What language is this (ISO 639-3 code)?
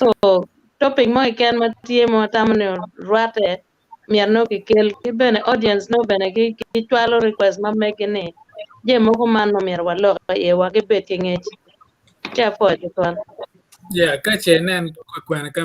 ach